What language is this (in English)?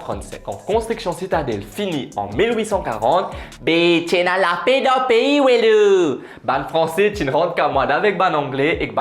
Morisyen